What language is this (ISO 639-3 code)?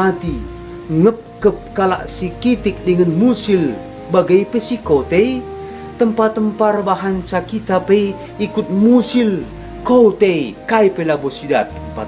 btx